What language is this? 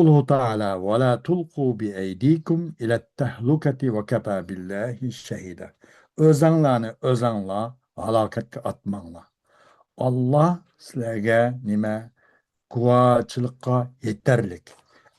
Uyghur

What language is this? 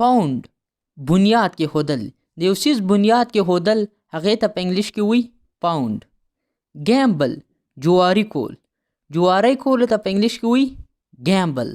Pashto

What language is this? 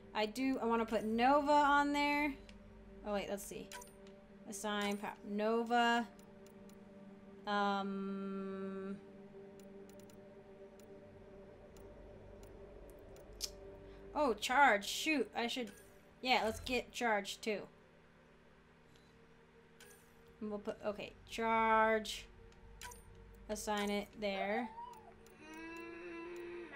English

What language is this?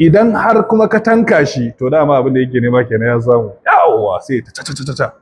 Hausa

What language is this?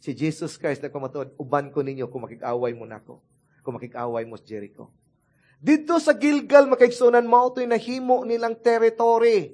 Cebuano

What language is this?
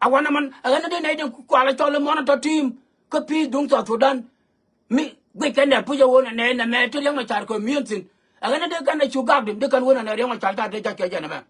Nuer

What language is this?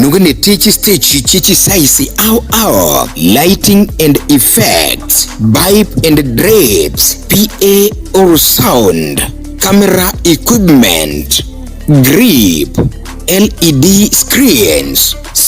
Gusii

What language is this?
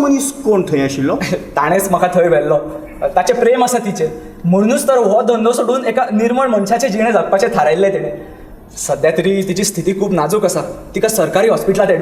Konkani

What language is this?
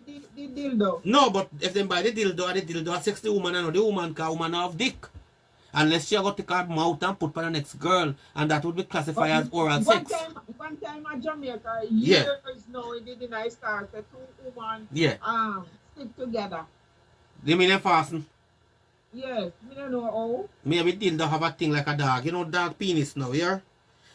Jamaican Creole English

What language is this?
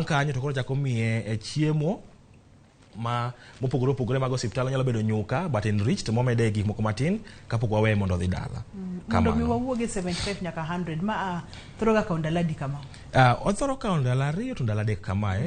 Luo (Kenya and Tanzania)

